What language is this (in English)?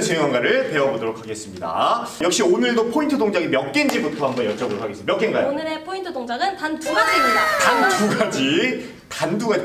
Korean